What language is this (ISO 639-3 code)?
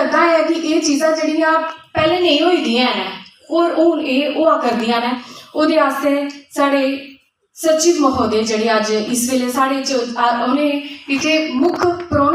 doi